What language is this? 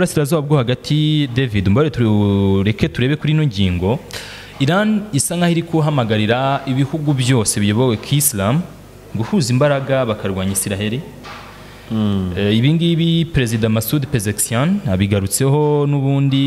Kinyarwanda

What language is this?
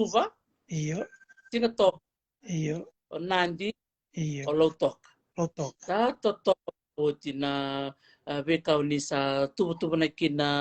Fijian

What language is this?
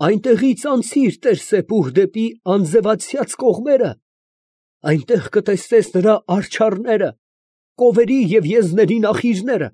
Armenian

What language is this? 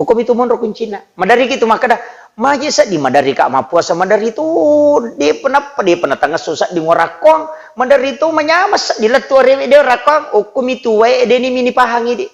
Buginese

